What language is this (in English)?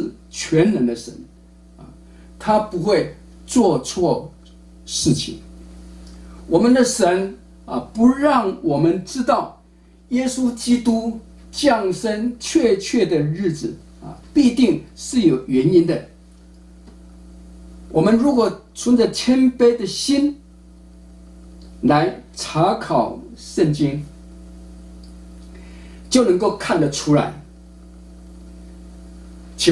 Chinese